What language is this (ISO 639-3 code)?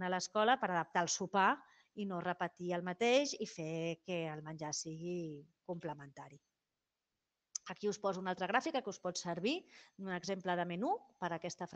cat